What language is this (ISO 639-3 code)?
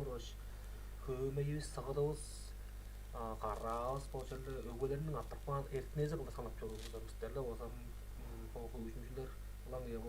tyv